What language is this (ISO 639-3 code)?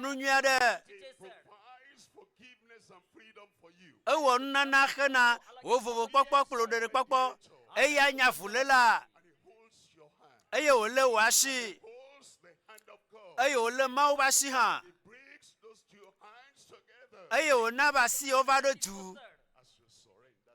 ewe